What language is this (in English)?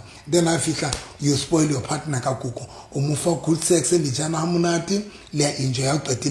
Southern Sotho